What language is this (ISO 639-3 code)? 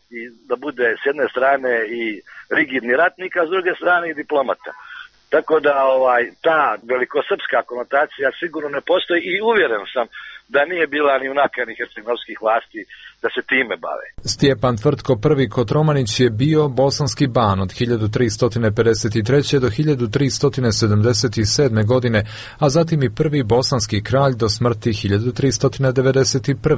bos